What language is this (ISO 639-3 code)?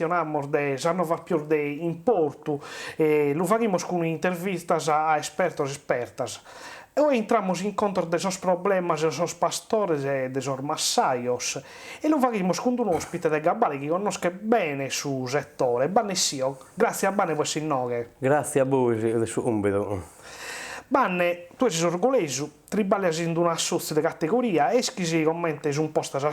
srd